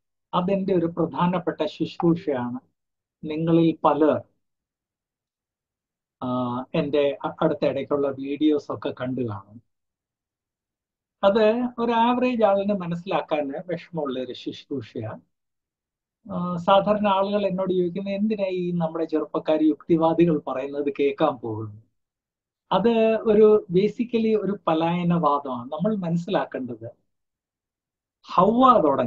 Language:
Malayalam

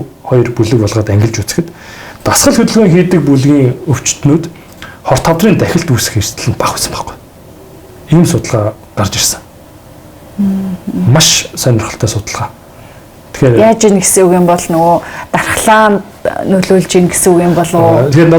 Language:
Mongolian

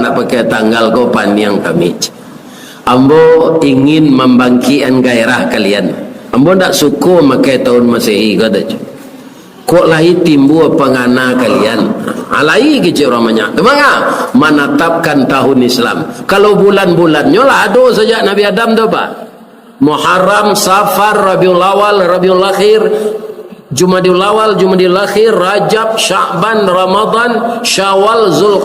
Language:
Minangkabau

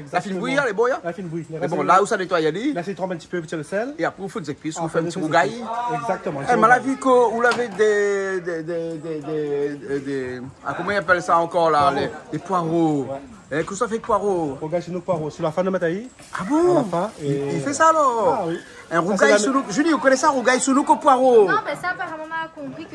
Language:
Réunion Creole French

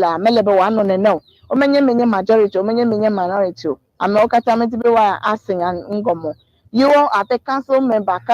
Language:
Ewe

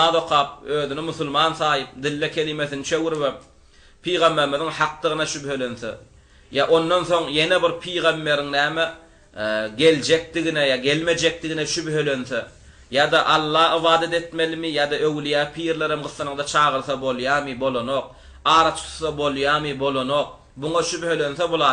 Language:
Turkmen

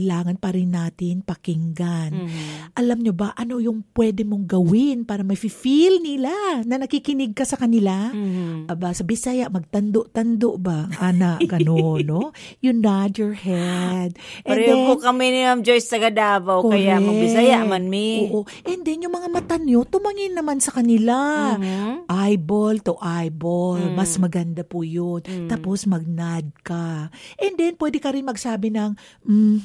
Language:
Filipino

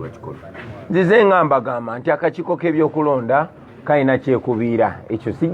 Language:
Ganda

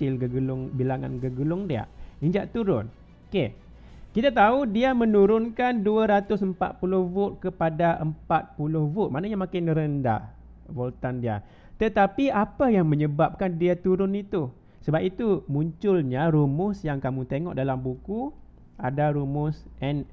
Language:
Malay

